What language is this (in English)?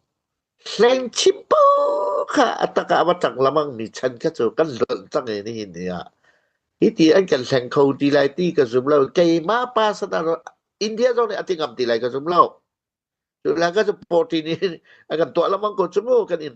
Hakha Chin